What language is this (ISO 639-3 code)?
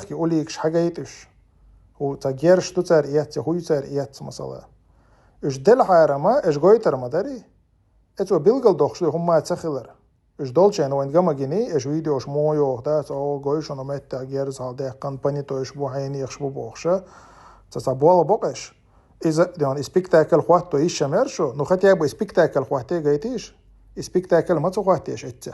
che